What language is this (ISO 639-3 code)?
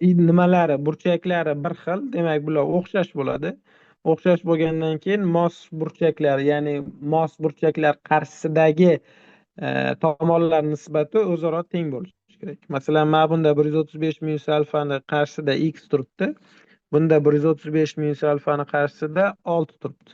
uzb